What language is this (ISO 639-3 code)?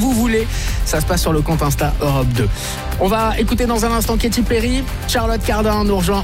fra